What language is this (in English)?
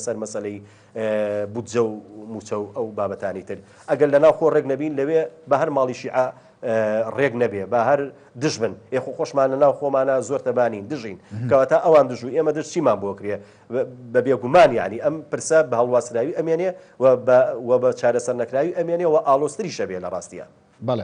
Central Kurdish